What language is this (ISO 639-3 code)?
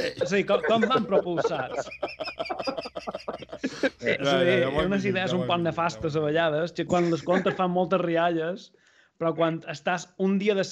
cat